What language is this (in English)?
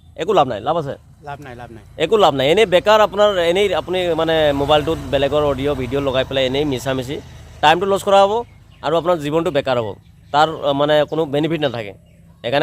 Assamese